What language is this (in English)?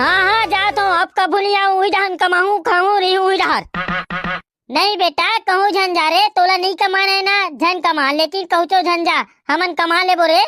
Chhattisgarhi